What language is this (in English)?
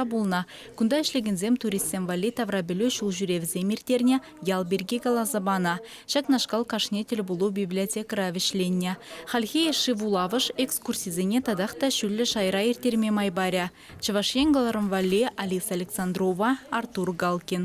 Chuvash